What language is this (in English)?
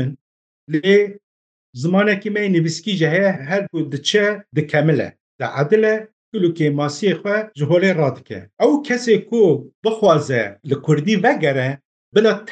Kurdish